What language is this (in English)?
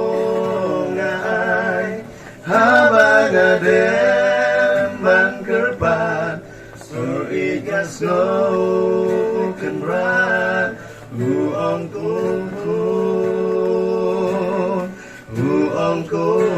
Khasi